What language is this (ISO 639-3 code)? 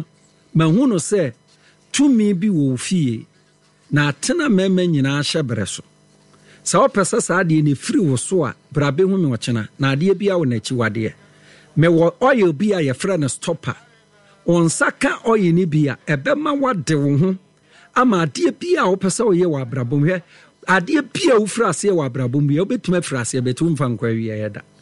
aka